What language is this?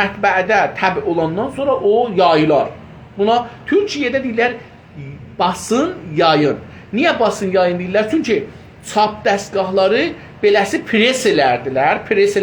South Azerbaijani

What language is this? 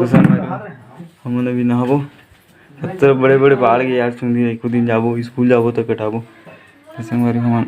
Chhattisgarhi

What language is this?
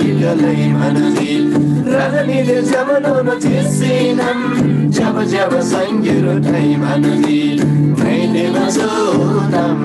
Eastern Tamang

